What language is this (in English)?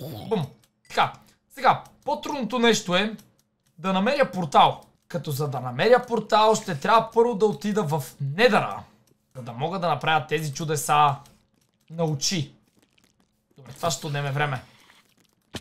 Bulgarian